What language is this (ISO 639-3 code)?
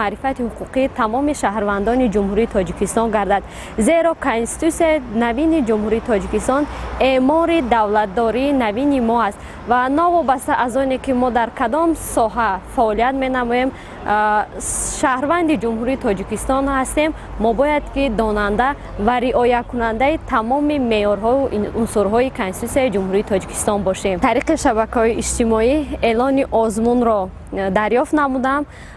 tgk